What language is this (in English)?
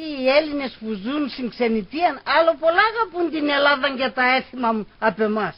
Pontic